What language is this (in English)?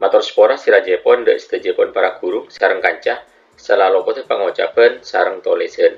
Madurese